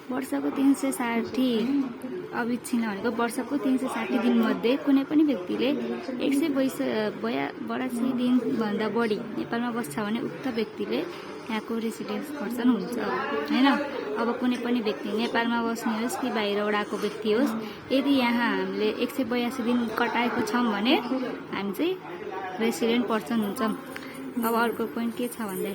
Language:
Nepali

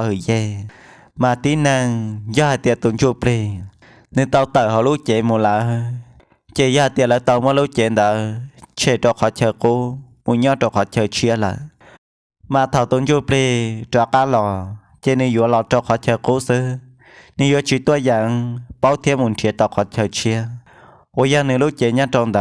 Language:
Hmong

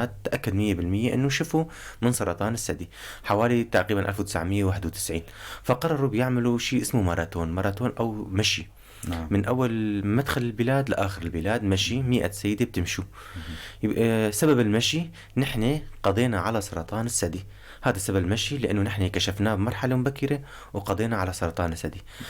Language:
North Levantine Arabic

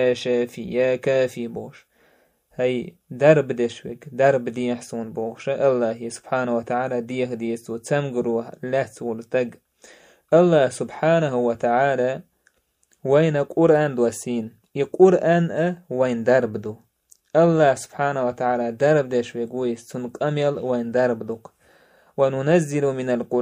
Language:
Chechen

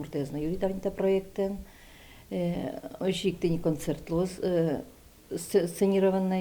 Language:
Udmurt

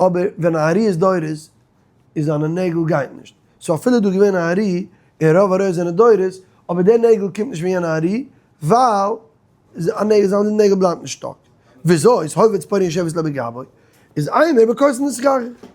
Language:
Yiddish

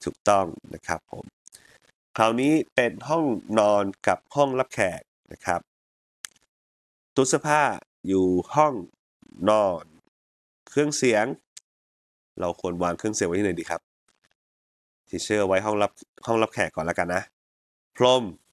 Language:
Thai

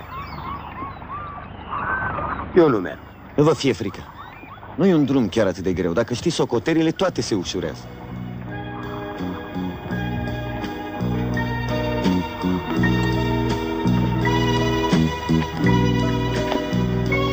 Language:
Romanian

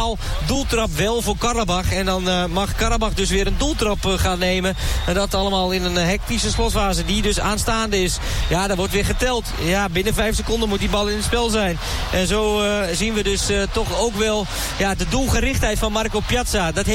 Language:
Dutch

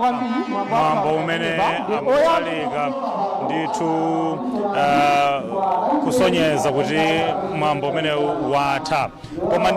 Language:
Nyanja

